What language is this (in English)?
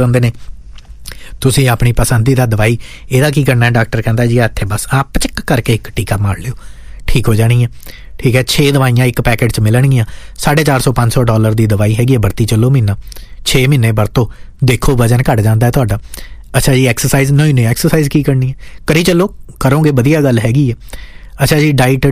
Punjabi